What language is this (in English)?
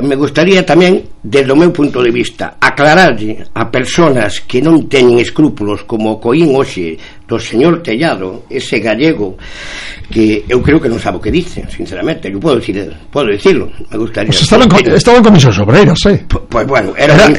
Galician